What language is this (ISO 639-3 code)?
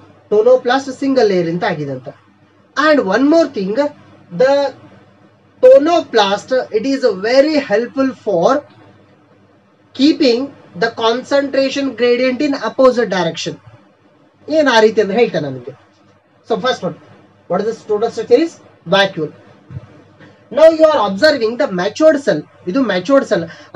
kan